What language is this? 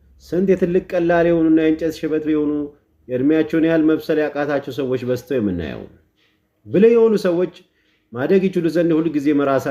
Amharic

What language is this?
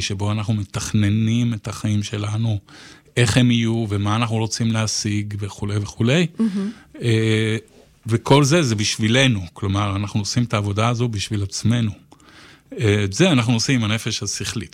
Hebrew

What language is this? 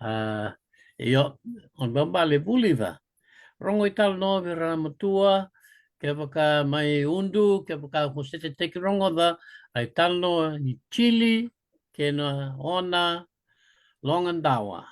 Fijian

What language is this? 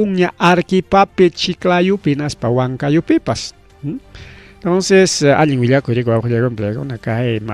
Ayacucho Quechua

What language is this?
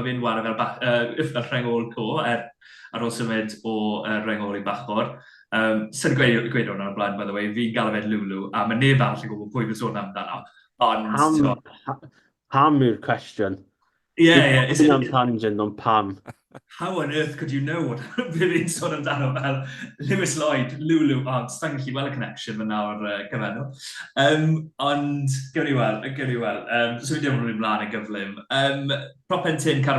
Welsh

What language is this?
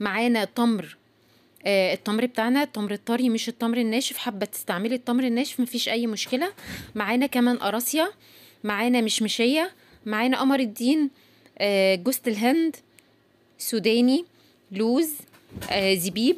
Egyptian Arabic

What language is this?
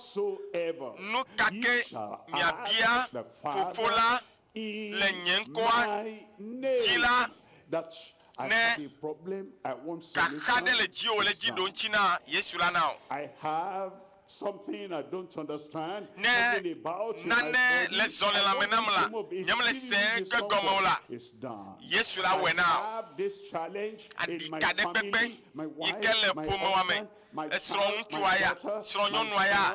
Ewe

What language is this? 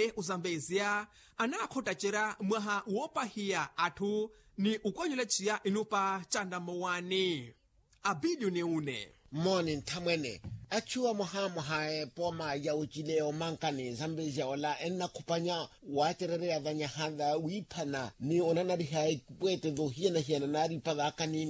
Makhuwa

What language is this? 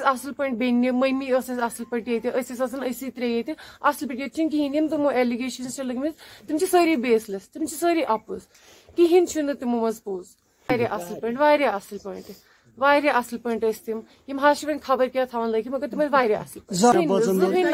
Kashmiri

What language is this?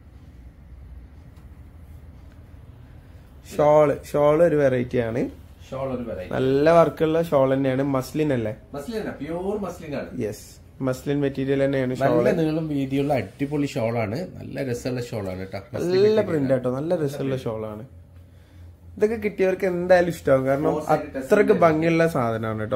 Malayalam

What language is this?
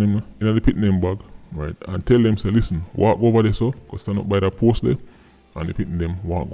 Jamaican Creole English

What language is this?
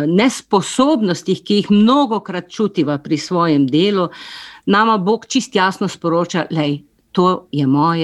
Slovenian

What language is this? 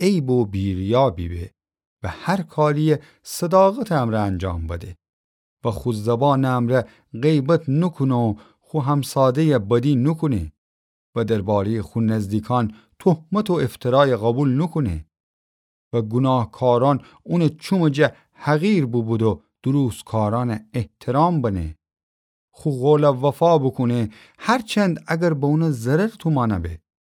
Gilaki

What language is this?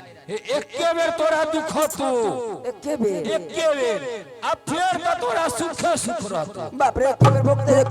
Maithili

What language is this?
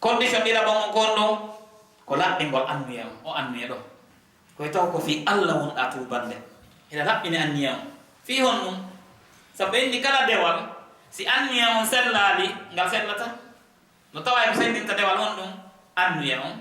Fula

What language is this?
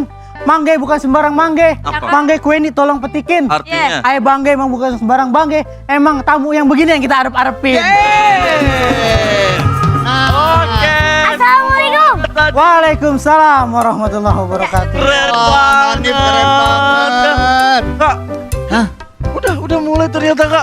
Betawi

